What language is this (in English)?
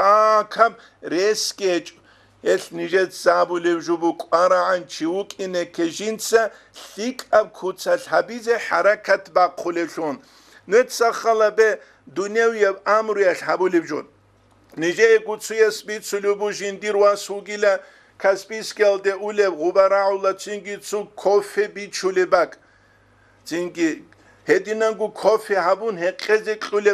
Avaric